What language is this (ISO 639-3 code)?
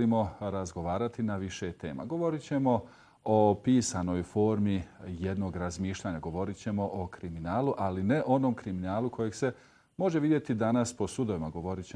bos